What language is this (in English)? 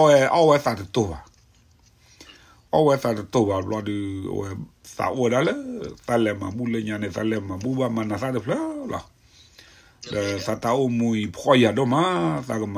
S'gaw Karen